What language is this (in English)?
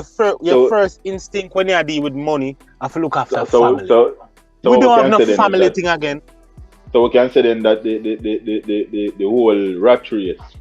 Jamaican Creole English